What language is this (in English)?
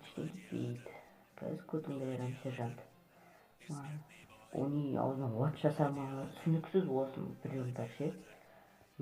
Kazakh